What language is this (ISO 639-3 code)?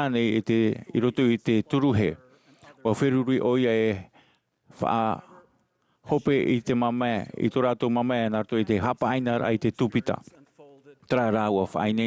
tah